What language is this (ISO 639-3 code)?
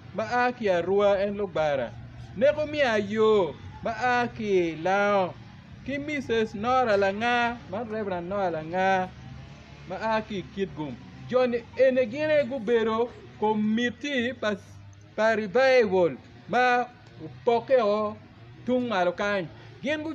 ach